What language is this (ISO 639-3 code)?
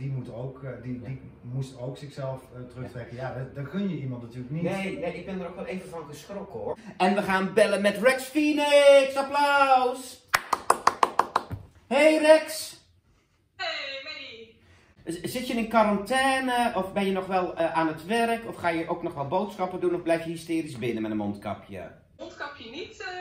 nld